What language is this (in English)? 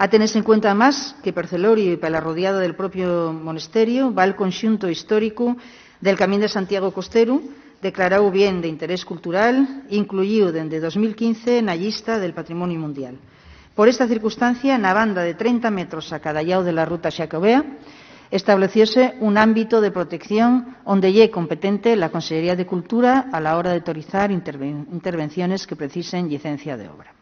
Asturian